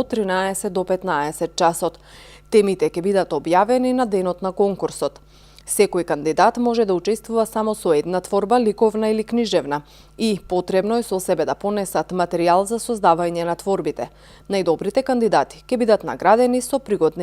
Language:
Macedonian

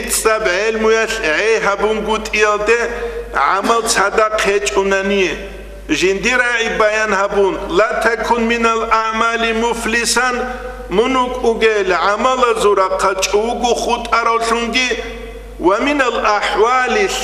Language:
Avaric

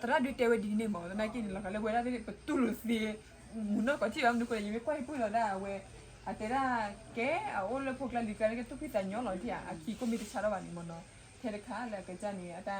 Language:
S'gaw Karen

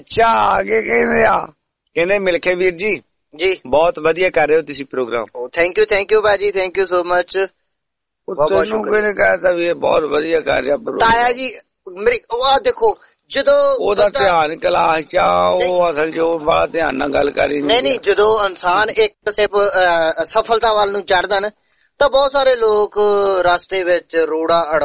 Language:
Punjabi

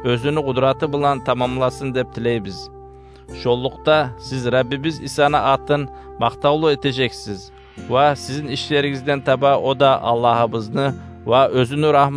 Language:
Kumyk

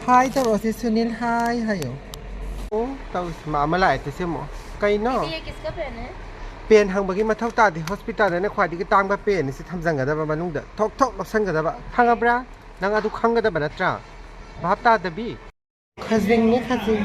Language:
Manipuri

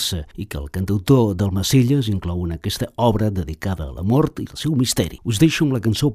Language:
Catalan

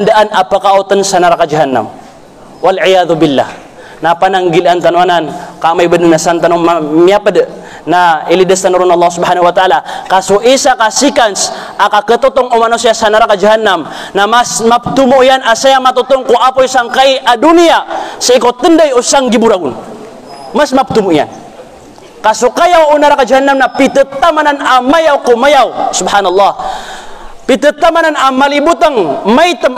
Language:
Maranao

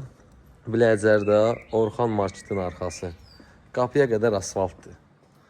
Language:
Azerbaijani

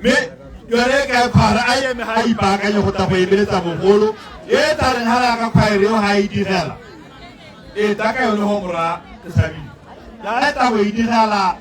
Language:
Tswana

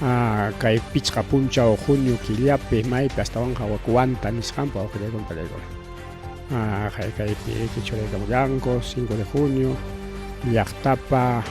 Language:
Ayacucho Quechua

